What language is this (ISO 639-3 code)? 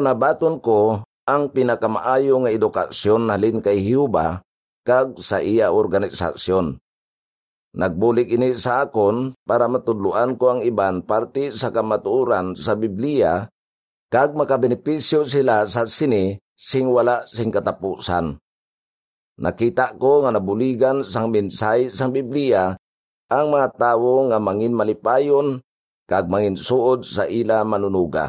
hil